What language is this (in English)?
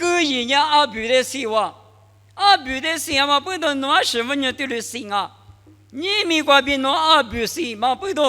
Lisu